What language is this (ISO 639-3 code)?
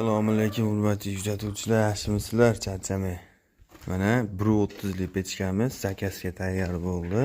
uzb